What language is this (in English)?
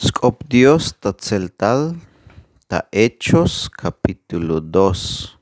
Tzeltal